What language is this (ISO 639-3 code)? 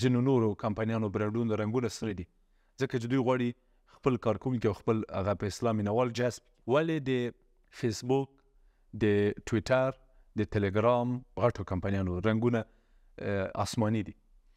pus